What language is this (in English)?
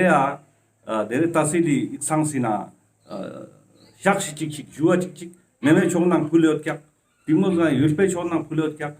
Ladakhi